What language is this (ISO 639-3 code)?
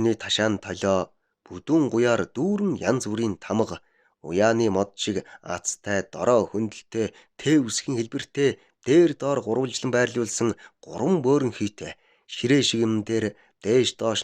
mon